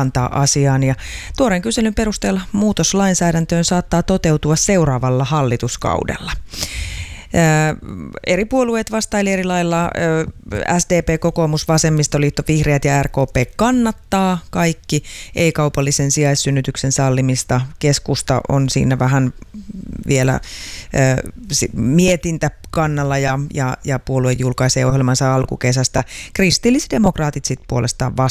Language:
Finnish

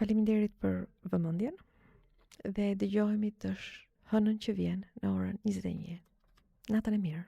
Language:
Albanian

